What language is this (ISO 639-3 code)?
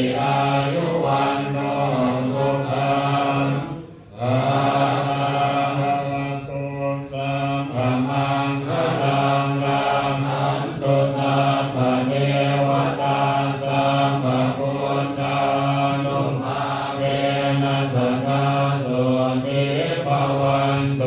pli